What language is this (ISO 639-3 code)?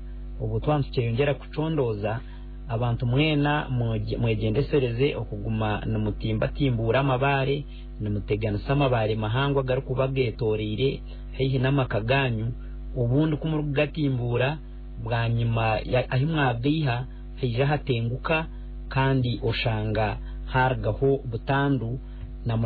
nyn